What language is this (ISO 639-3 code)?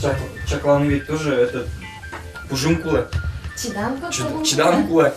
udm